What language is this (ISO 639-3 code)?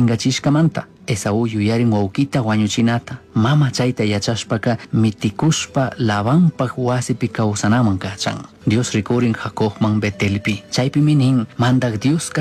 qug